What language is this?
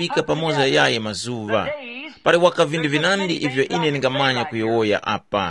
Tumbuka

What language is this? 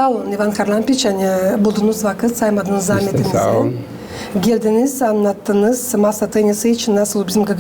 Gagauz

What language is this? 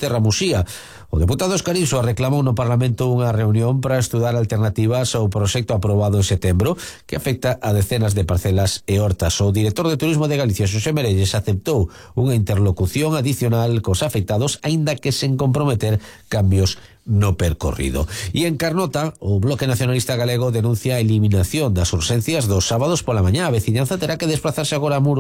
Galician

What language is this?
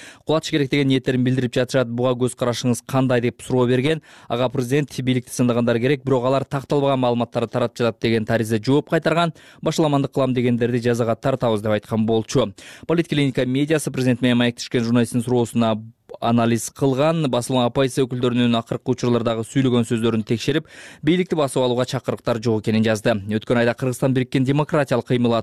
Kyrgyz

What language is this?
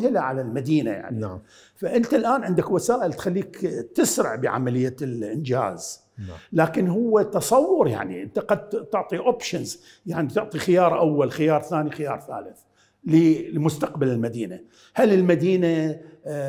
Mesopotamian Arabic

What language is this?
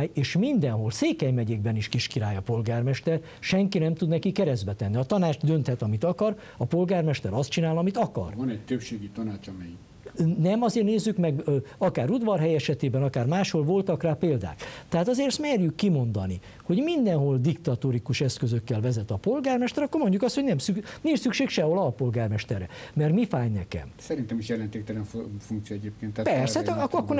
Hungarian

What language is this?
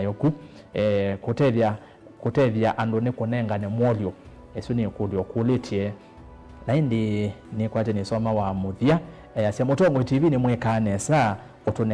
Kamba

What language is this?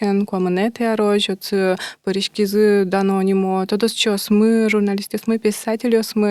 Udmurt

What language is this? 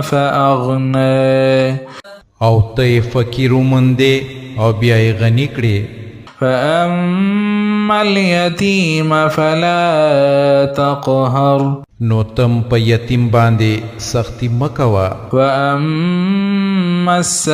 Pashto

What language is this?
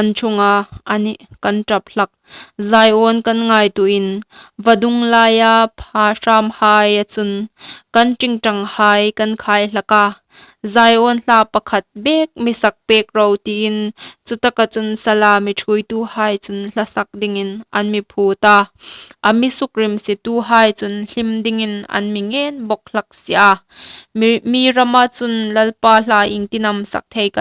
Hmar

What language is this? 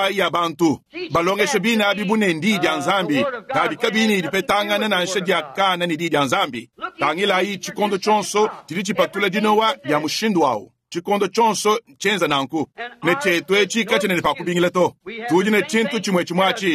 Luba-Lulua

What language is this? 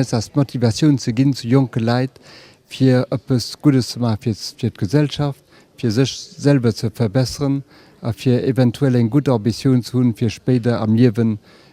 Luxembourgish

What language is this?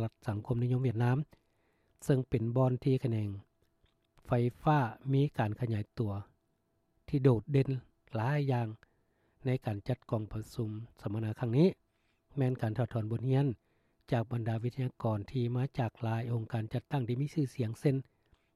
Lao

